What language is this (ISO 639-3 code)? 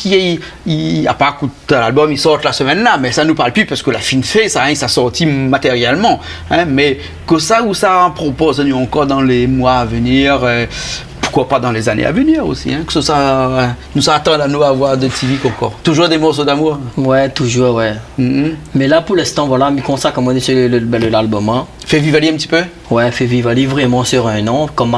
rcf